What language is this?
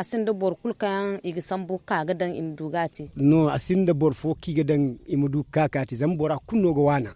Zarma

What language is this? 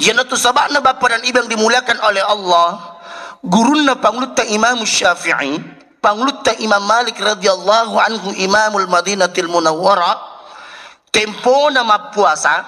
Buginese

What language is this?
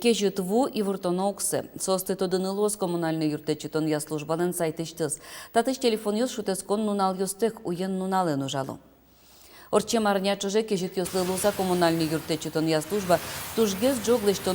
Udmurt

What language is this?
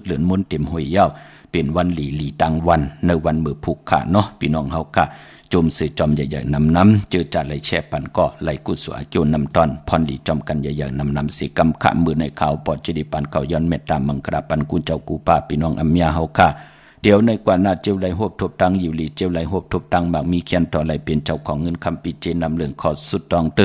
Shan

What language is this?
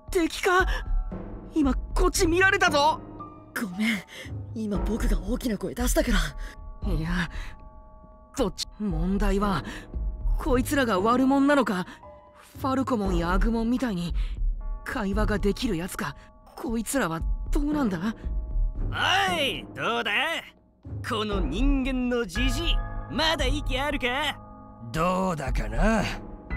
Japanese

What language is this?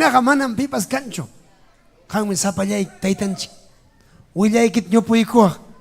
Ayacucho Quechua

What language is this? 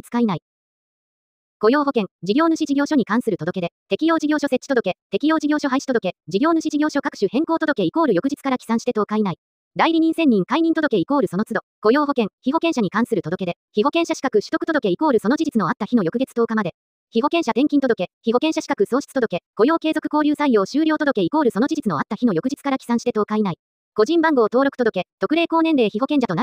Japanese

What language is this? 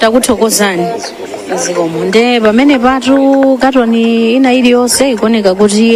Nyanja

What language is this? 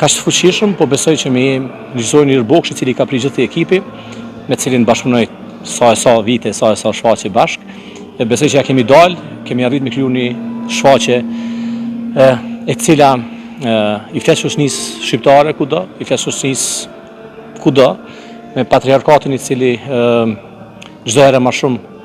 Albanian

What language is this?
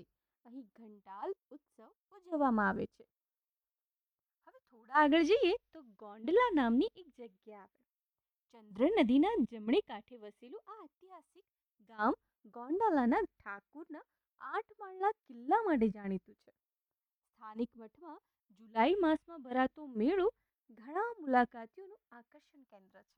Gujarati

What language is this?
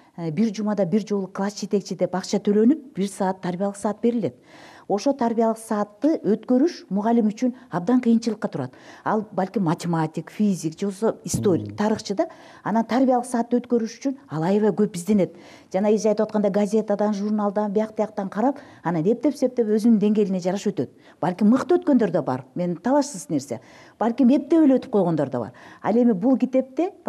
Kyrgyz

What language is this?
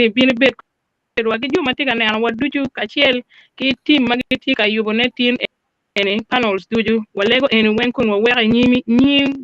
Acoli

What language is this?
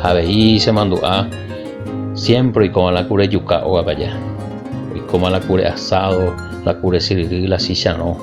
Guarani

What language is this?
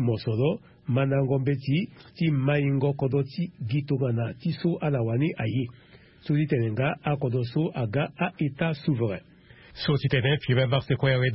Sango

